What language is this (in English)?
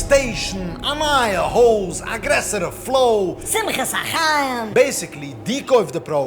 Yiddish